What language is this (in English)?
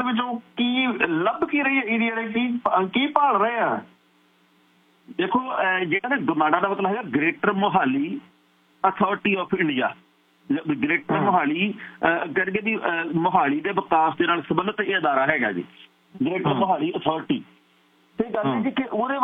Punjabi